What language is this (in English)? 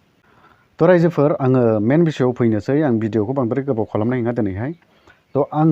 Bodo